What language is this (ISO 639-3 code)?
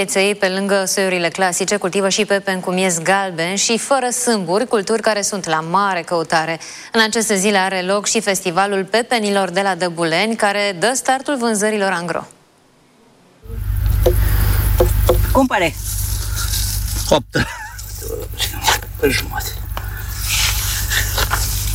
ron